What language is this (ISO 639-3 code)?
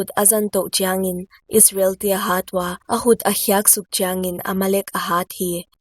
pck